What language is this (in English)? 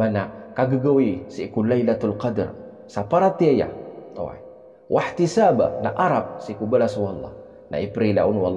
Maranao